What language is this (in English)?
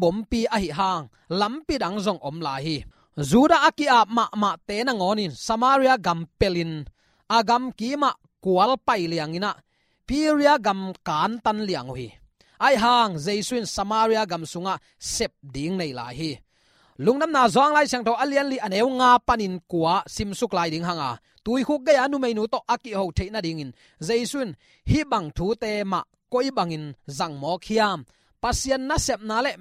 Tedim Chin